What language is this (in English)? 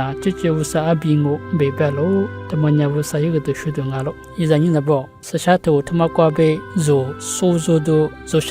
Lisu